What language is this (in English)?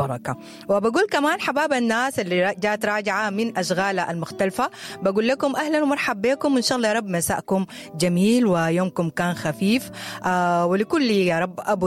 Sudanese Arabic